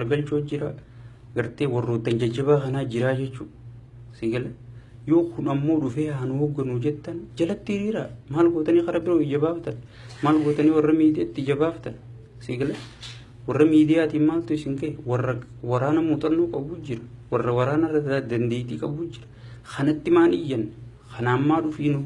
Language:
Oromo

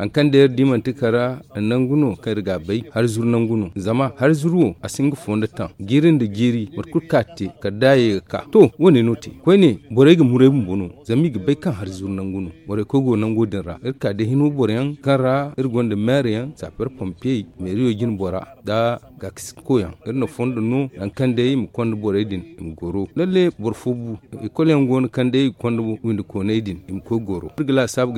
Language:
Zarma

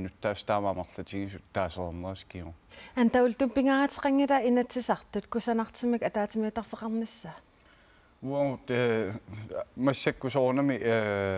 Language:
Kalaallisut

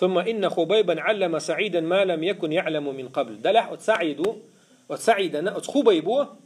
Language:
Chechen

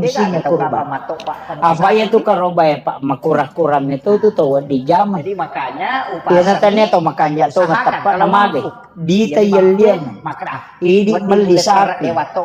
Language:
Buginese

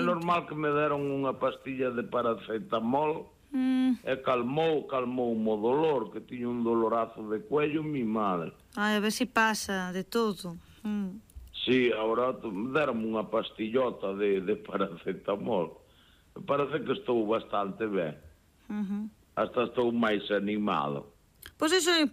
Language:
Galician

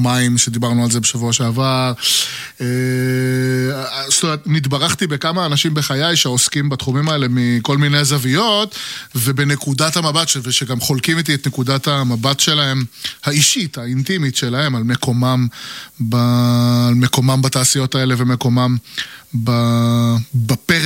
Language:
Hebrew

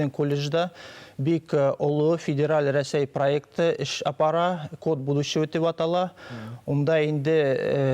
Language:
Bashkir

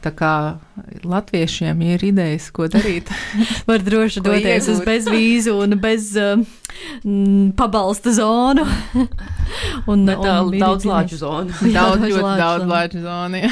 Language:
Latvian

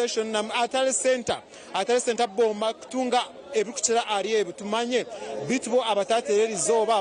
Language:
Nyankole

